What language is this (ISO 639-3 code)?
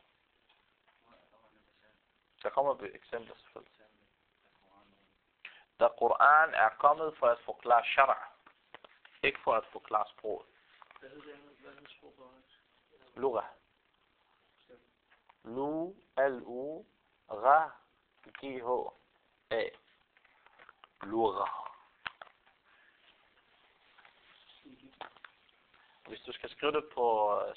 dan